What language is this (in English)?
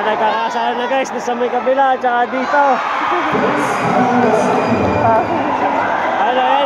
Filipino